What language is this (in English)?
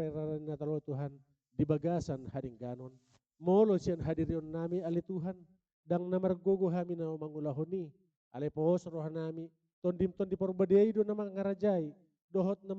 Batak Toba